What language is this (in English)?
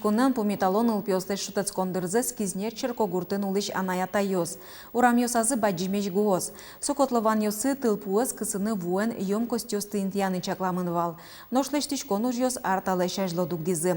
Udmurt